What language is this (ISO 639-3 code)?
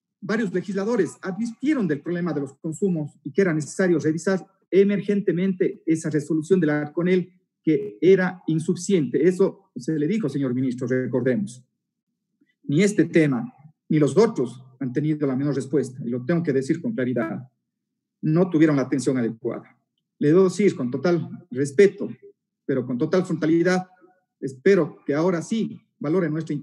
spa